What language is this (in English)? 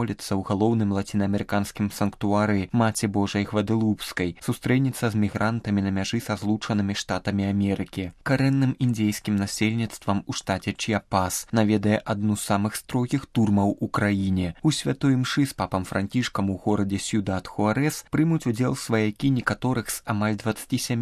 Belarusian